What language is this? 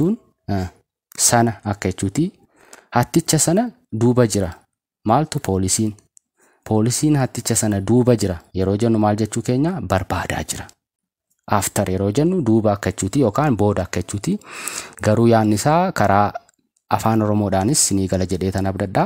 Oromo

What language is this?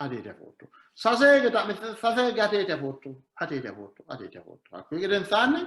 Sidamo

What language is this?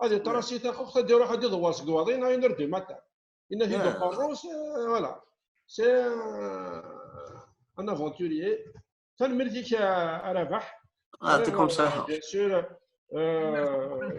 Kabyle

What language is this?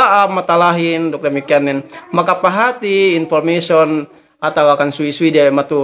Yakan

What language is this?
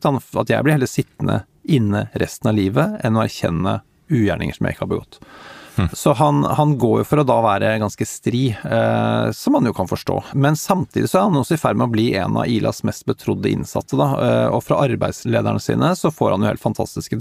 Norwegian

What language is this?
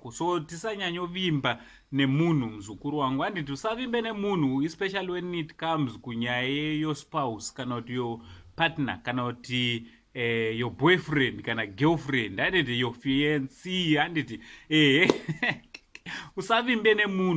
Shona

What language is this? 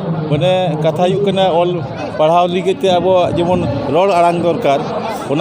Santali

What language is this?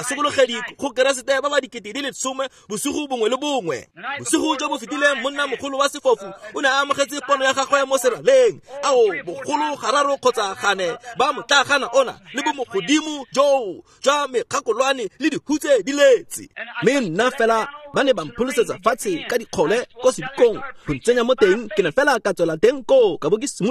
Tswana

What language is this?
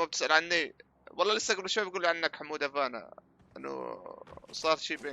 North Levantine Arabic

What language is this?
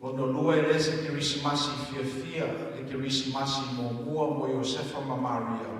Samoan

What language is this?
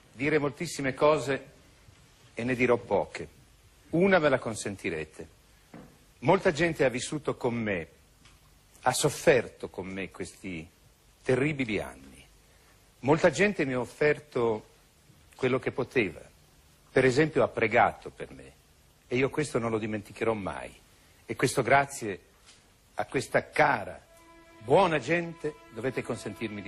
Italian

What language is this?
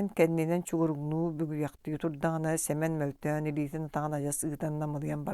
Yakut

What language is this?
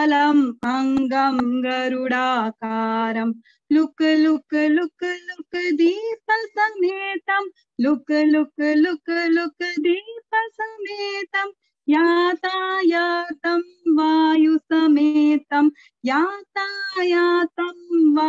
Sanskrit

